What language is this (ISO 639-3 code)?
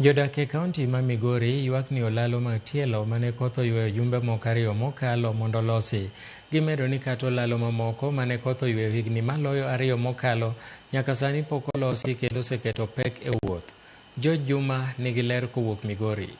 luo